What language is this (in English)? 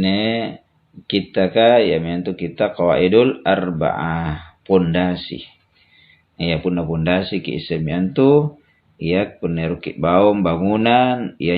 Makasar